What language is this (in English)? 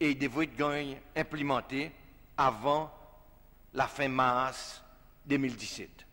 Seselwa Creole French